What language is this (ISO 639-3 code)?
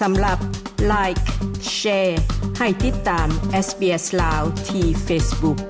lao